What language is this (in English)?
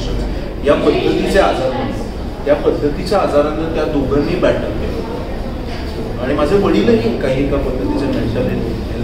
Marathi